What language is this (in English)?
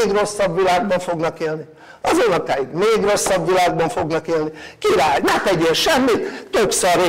Hungarian